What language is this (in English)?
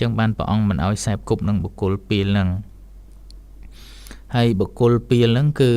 Khmer